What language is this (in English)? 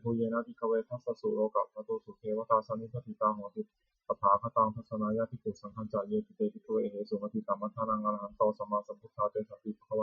Pali